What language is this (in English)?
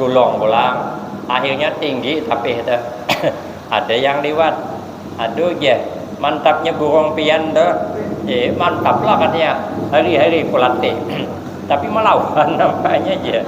Banjar